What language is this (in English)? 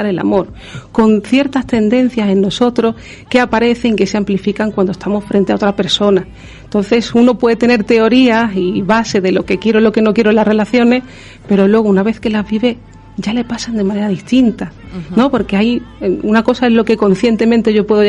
Spanish